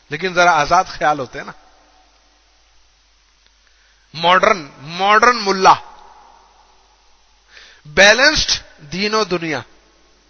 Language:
Urdu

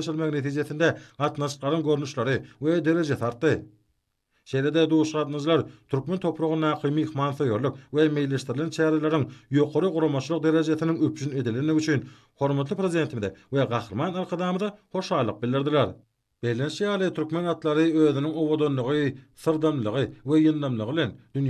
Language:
Turkmen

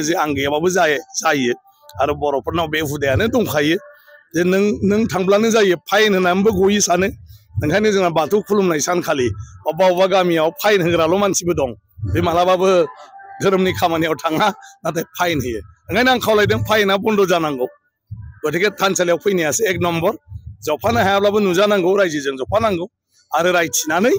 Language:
Bodo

